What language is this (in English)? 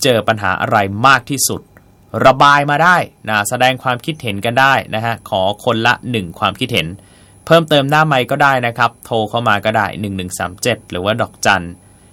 Thai